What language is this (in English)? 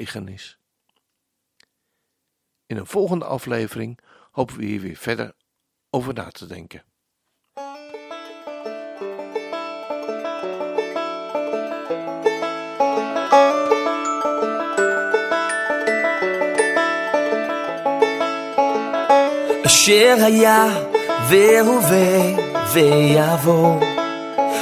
Dutch